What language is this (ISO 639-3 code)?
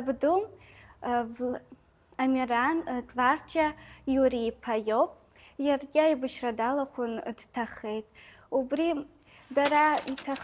abk